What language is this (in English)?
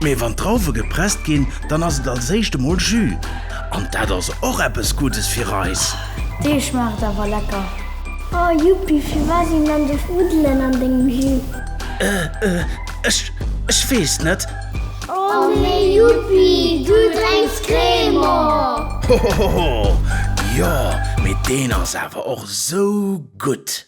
Luxembourgish